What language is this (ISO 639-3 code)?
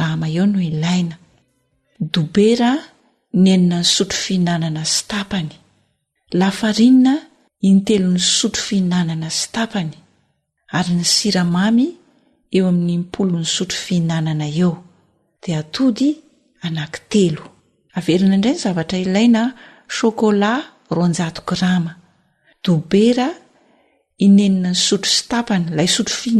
mlg